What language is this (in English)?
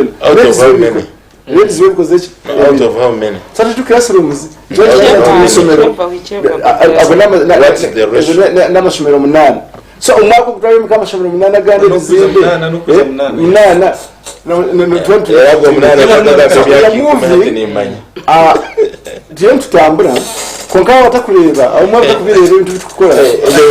Nyankole